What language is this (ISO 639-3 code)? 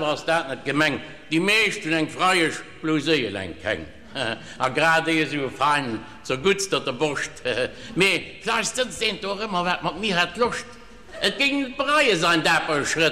ltz